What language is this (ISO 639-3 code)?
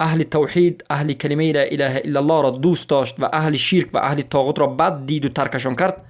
fas